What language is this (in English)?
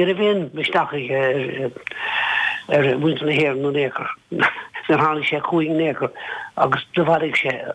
Irish